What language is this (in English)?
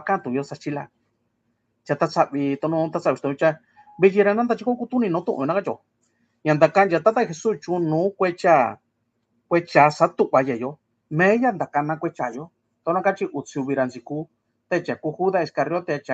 Mixtepec Mixtec